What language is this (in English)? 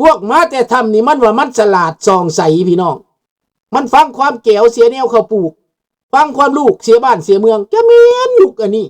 Lao